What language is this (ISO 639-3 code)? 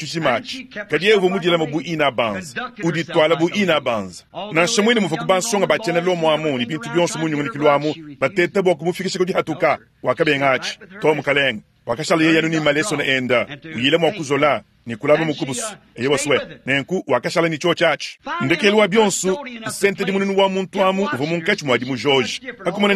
lua